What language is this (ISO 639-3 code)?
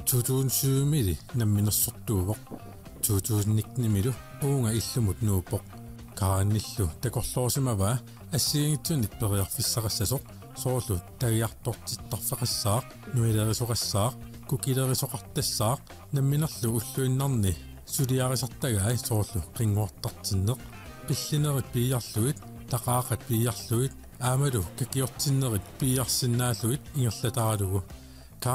kal